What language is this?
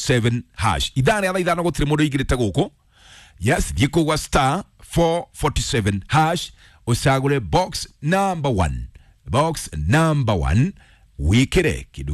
Kikuyu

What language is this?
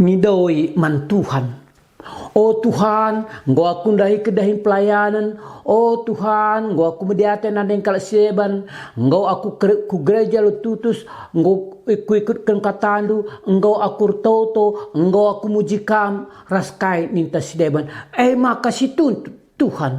Batak Karo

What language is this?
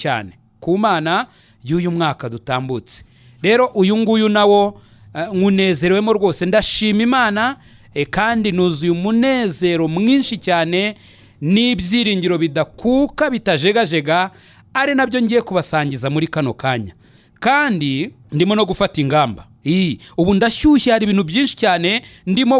Kinyarwanda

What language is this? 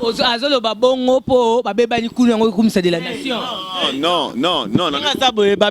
Lingala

